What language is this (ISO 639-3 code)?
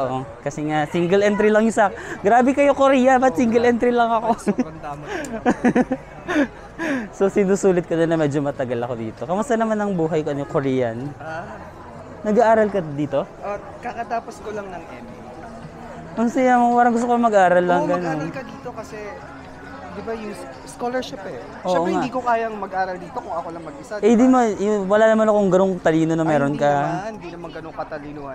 fil